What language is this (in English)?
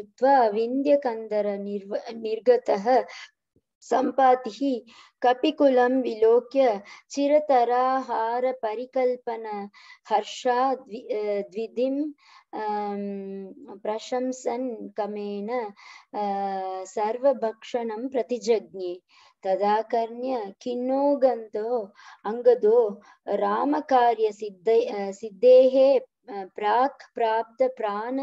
Sanskrit